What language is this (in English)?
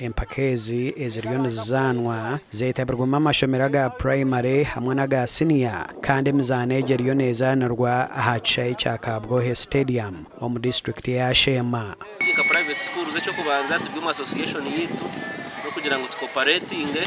Nyankole